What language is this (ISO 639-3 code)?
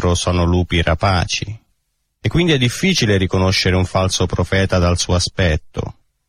ita